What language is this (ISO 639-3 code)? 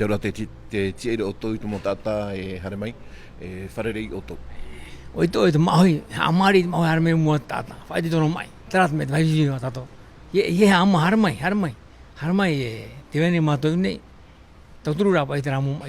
tah